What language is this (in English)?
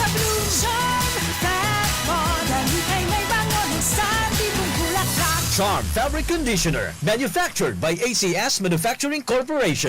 Bikol